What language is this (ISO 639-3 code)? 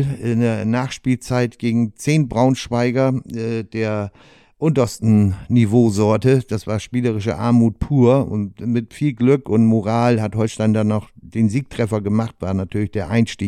deu